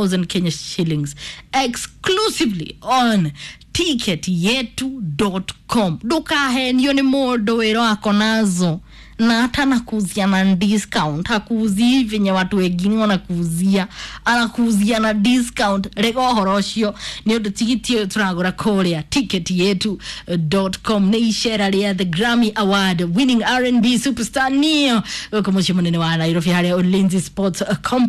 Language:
Kikuyu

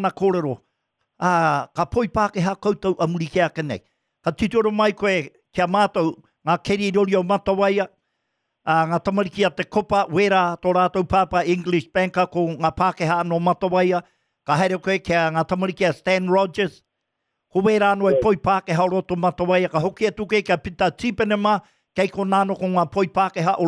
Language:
Māori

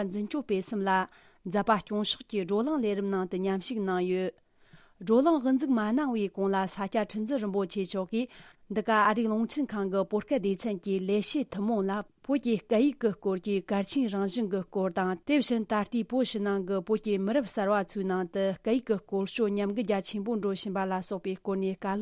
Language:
Tibetan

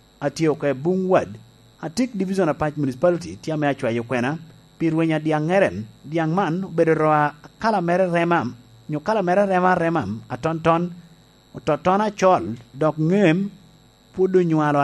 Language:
Lango (Uganda)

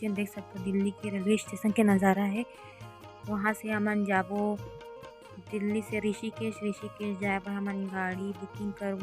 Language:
Chhattisgarhi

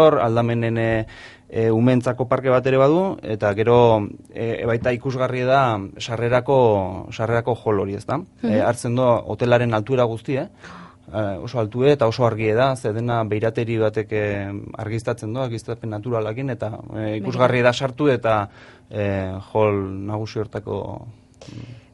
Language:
Basque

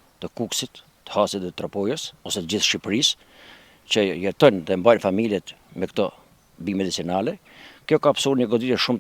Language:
Albanian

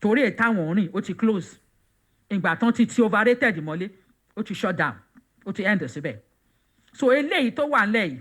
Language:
Yoruba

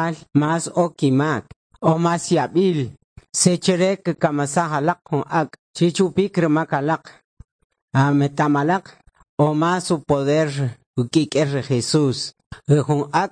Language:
Kʼicheʼ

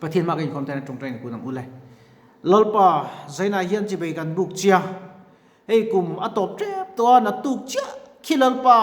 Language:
Mizo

